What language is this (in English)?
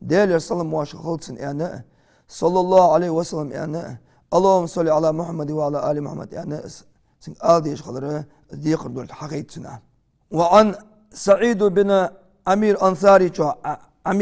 Ingush